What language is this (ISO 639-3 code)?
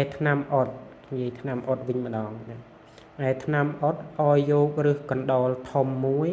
khm